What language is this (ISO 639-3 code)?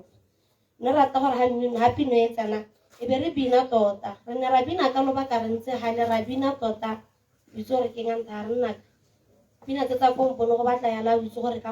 tsn